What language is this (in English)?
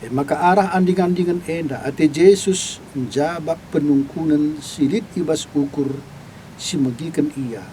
Batak Karo